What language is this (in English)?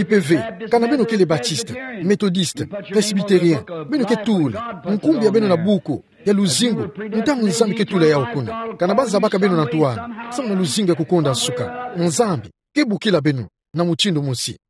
Kituba (Democratic Republic of Congo)